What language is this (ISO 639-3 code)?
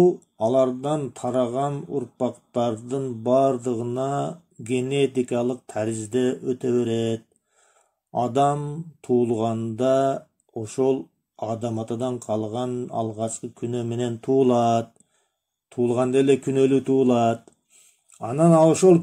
kir